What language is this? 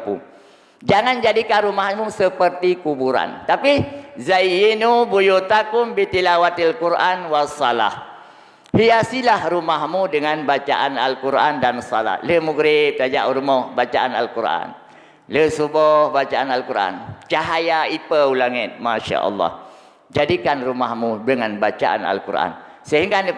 Achinese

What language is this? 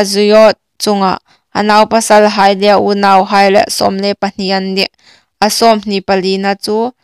Hmar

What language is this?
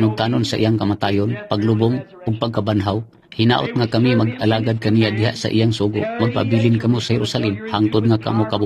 Cebuano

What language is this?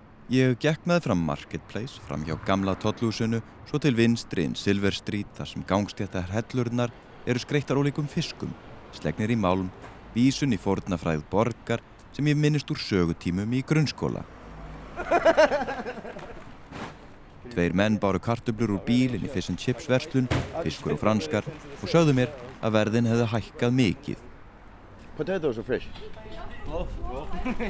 Icelandic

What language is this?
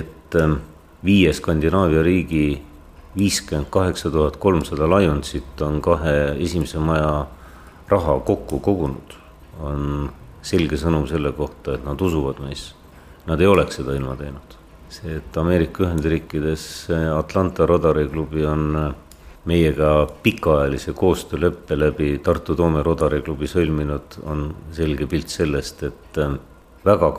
Estonian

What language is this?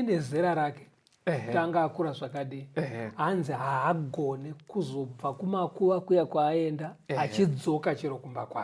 Shona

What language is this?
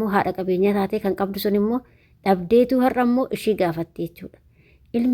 Oromo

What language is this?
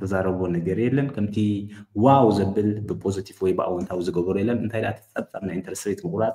Tigrinya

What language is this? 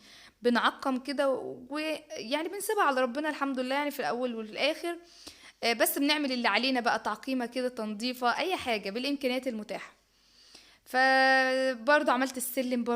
Egyptian Arabic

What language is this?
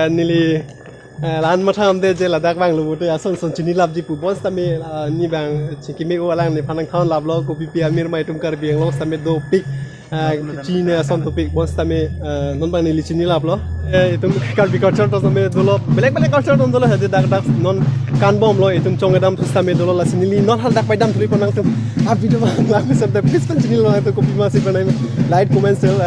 Karbi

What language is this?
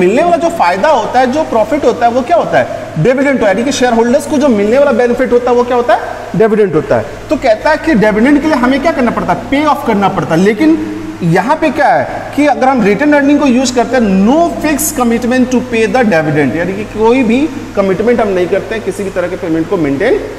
Hindi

